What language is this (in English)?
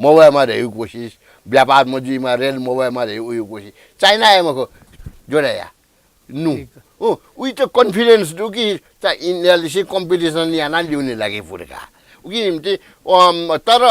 Newari